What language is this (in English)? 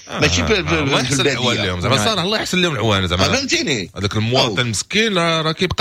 Moroccan Arabic